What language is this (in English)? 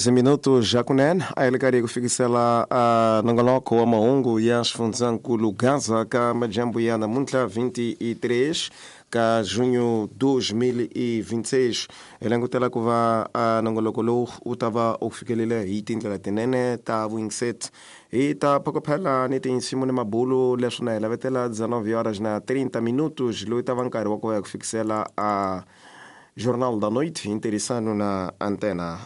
Tsonga